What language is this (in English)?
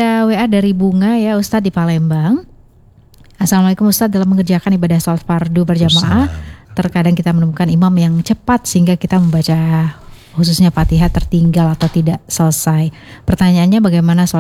Indonesian